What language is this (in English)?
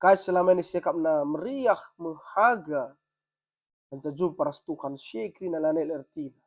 Batak Karo